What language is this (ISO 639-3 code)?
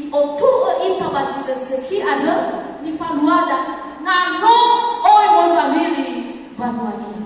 nia